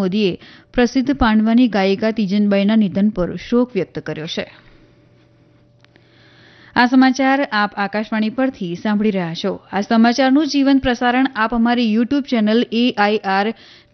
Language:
Gujarati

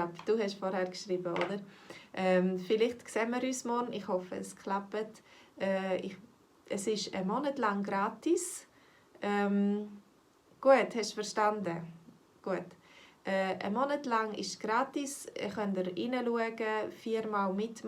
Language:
Swiss German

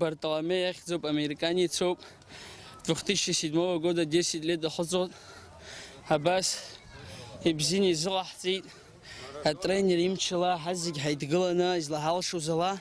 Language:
Abkhazian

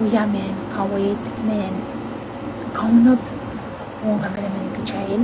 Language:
Pohnpeian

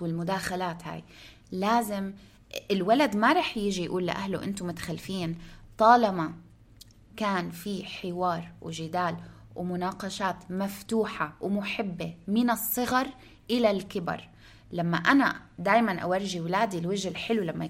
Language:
North Levantine Arabic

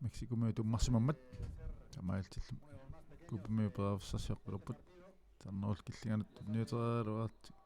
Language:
Kalaallisut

